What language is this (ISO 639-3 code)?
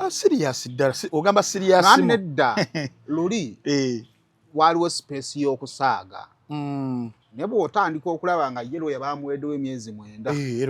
lug